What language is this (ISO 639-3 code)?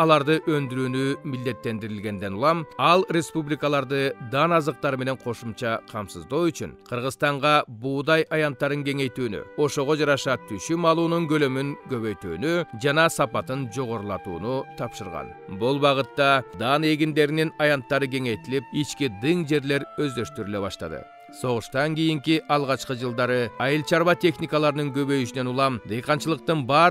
kir